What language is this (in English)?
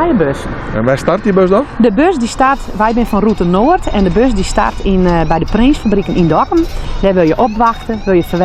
Western Frisian